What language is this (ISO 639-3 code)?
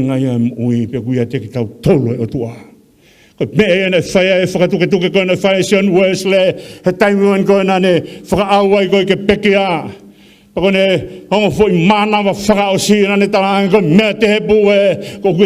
ton